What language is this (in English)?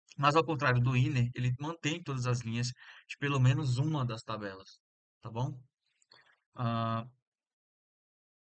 Portuguese